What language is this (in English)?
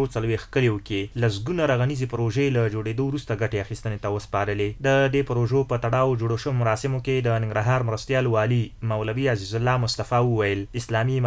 Pashto